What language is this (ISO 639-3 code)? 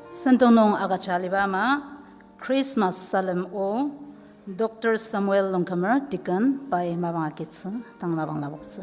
njo